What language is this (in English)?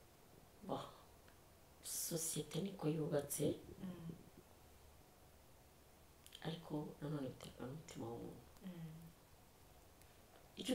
Kinyarwanda